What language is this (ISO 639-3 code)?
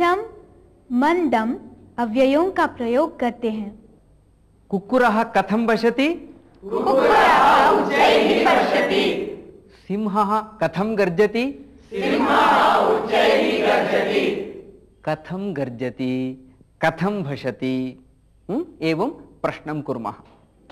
san